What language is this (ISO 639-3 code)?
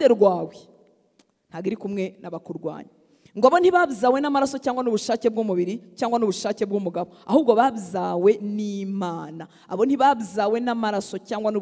kin